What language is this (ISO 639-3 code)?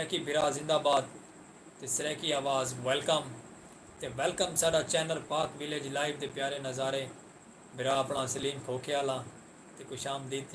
skr